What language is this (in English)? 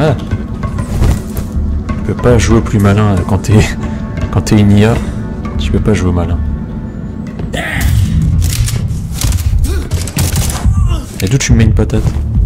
French